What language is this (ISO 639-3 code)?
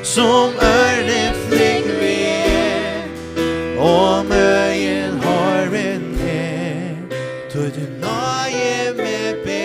fao